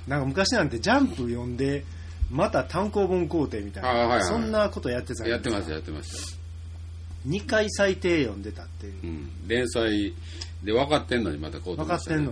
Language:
Japanese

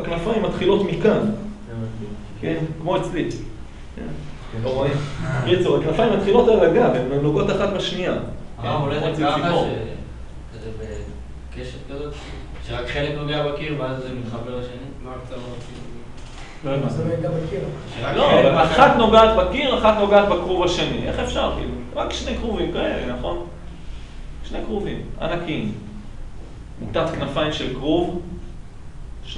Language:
Hebrew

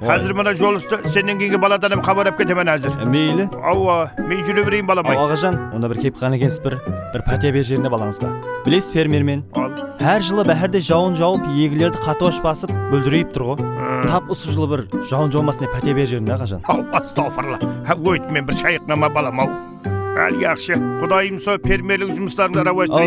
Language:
Kara-Kalpak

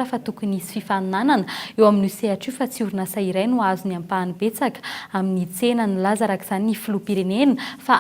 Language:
Malagasy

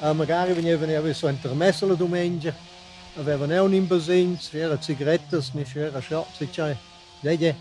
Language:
Romansh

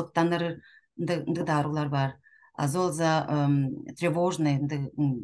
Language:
Tuvinian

